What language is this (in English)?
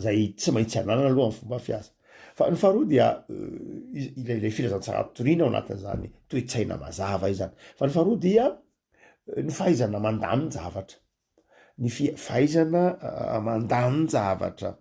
Malagasy